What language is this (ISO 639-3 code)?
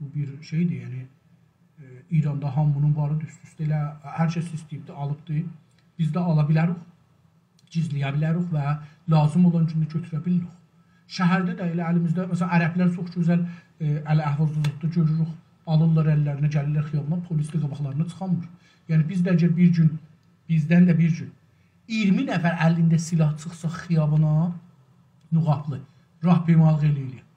azb